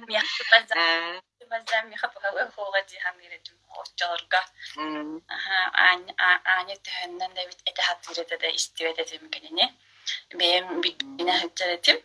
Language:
Yakut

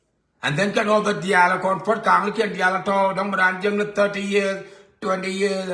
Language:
Nuer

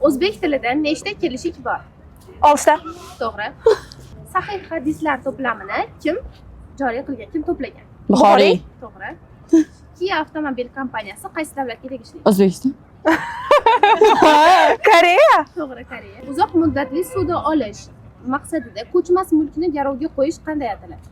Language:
Uzbek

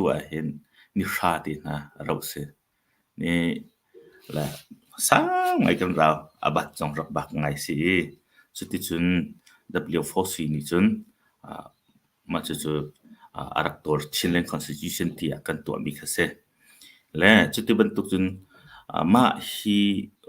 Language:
Hakha Chin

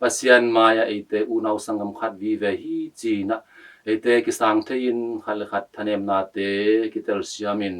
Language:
Tedim Chin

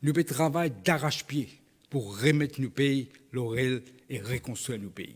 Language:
Morisyen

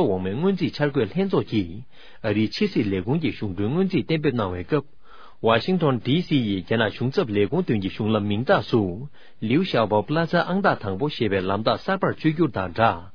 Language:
Tibetan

